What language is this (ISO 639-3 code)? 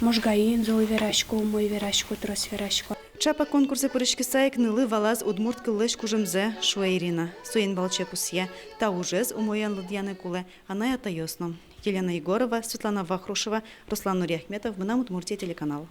udm